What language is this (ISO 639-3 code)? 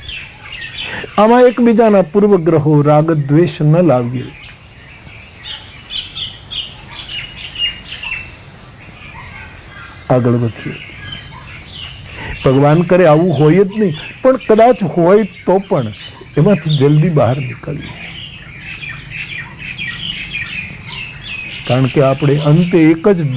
guj